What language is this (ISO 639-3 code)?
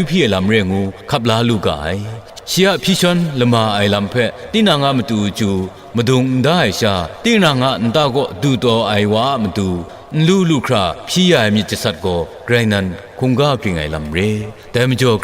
kac